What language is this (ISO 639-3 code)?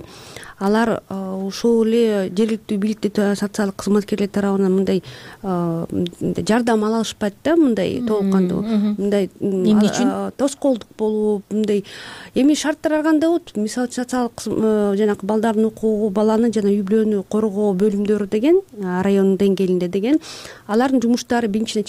kir